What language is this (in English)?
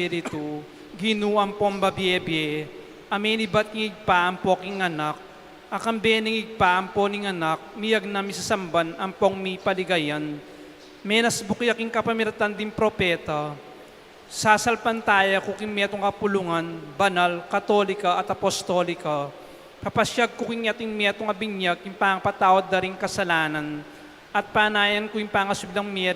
Pampanga